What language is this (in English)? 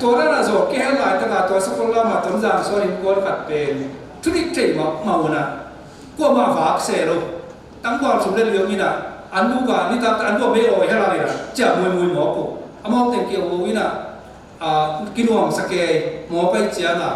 Tedim Chin